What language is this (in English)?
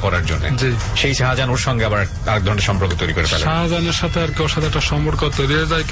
Bangla